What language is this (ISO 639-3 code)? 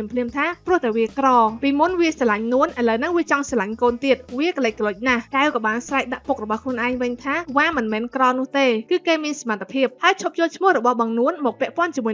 khm